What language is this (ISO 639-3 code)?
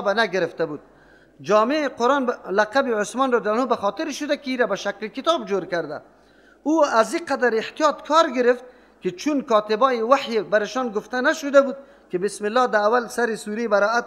fas